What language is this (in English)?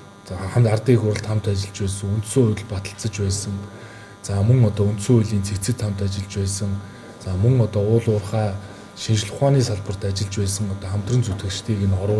Mongolian